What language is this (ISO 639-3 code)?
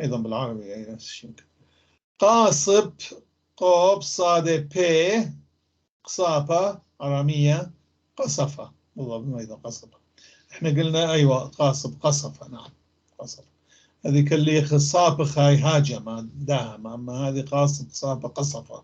apc